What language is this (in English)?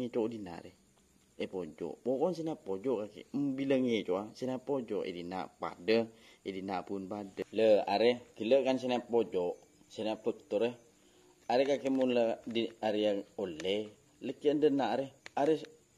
Madurese